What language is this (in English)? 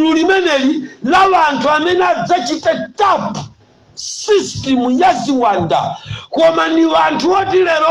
Nyanja